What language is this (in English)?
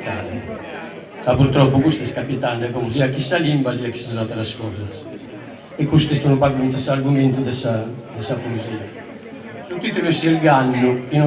Sardinian